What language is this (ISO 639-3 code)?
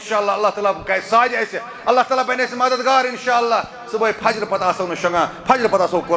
kas